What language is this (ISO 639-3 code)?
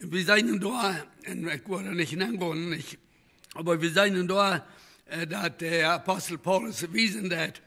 pdt